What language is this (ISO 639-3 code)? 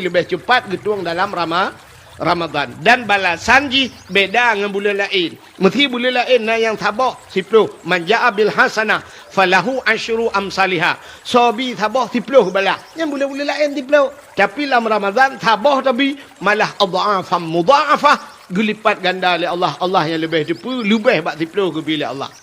ace